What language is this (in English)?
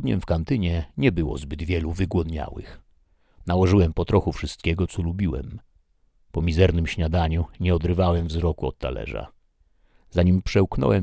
Polish